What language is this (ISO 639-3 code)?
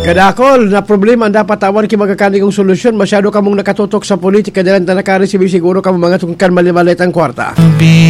bik